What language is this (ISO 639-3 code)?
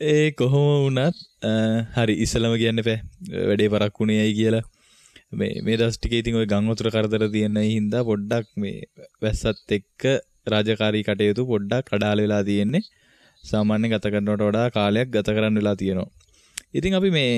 sin